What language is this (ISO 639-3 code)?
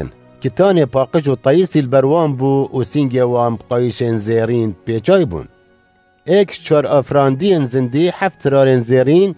kur